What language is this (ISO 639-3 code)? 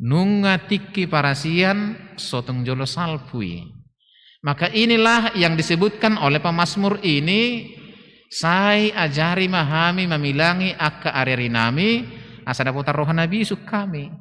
bbc